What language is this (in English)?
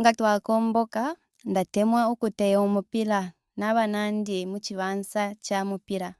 Bemba